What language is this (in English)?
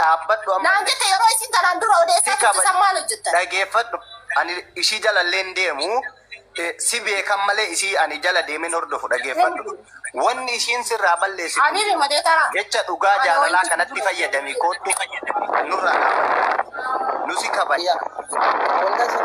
Oromo